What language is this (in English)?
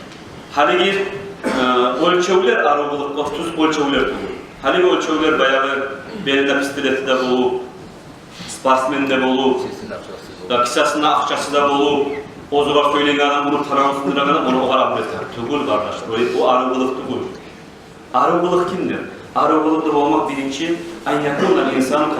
Kumyk